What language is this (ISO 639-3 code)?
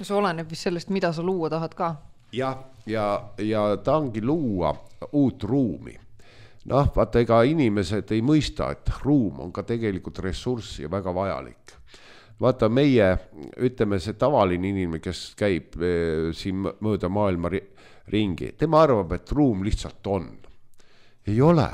est